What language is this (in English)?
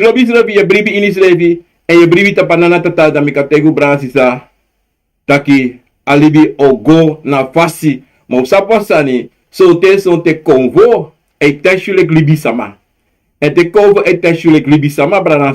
Sranan Tongo